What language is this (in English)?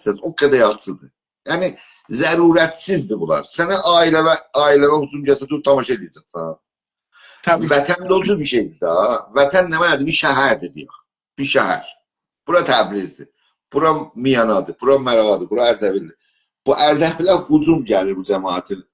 South Azerbaijani